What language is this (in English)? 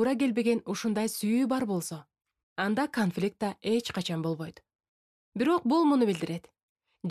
Kyrgyz